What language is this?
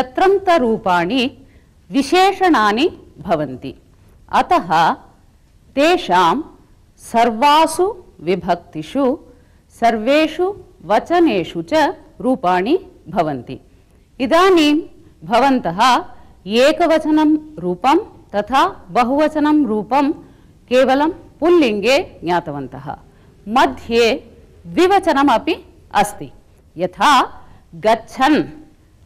Sanskrit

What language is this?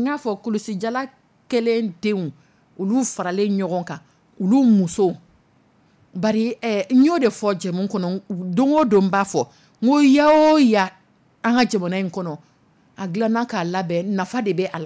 Dyula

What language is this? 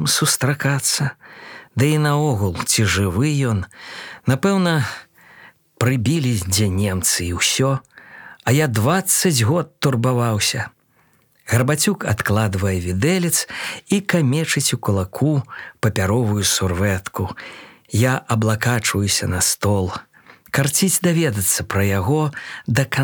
Belarusian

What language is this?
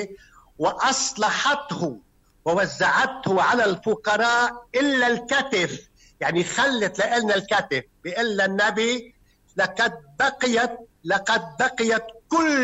North Levantine Arabic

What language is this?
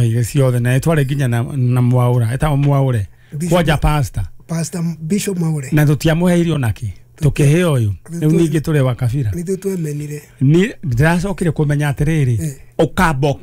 Kikuyu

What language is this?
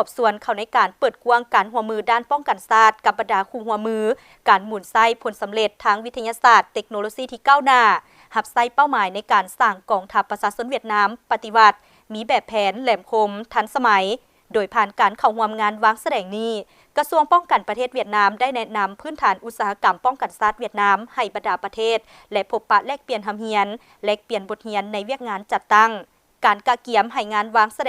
Lao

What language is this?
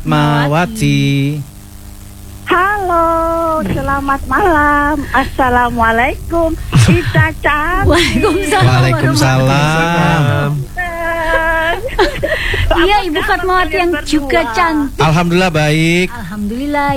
Indonesian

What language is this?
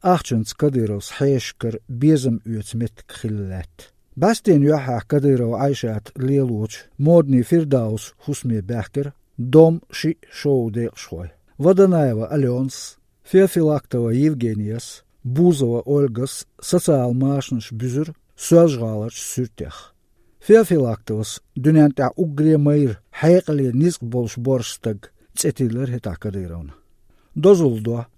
Chechen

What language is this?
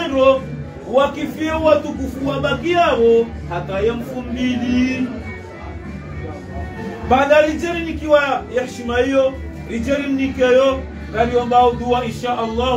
Swahili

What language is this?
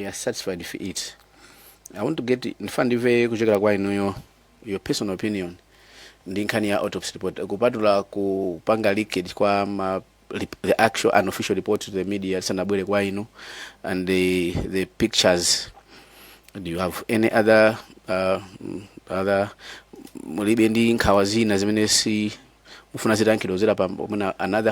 Nyanja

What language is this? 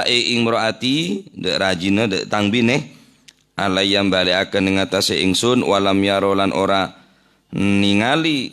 Madurese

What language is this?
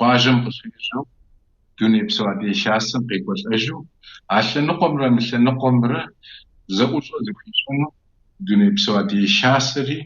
Kabardian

